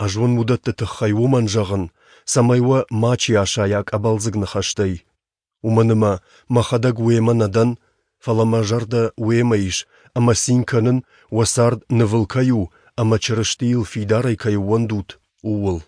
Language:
Ossetic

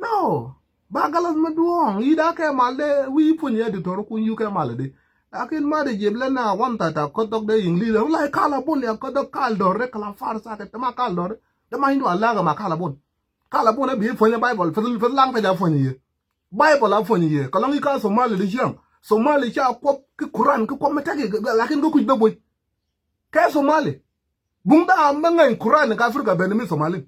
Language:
Nuer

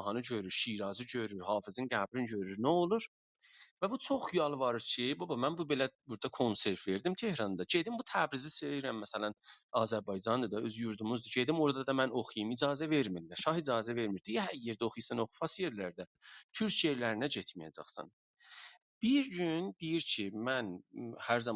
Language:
South Azerbaijani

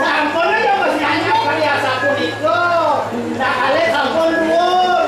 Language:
Balinese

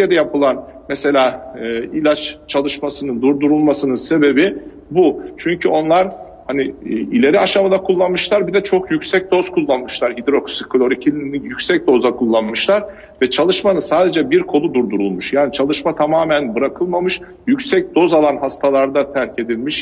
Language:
Turkish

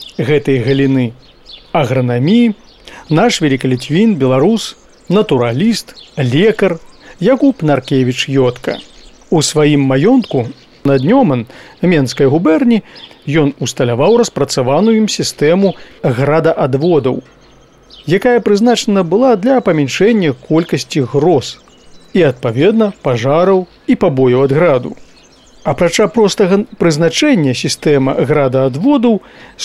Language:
Belarusian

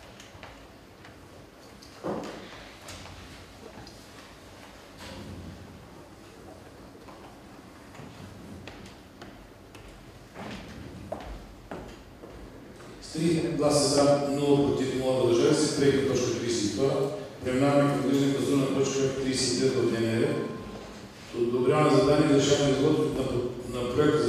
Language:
Bulgarian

